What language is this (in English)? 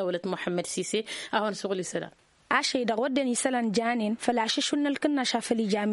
Tamasheq